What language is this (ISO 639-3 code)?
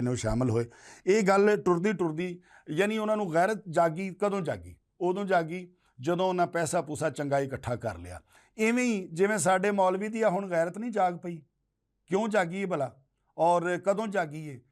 lah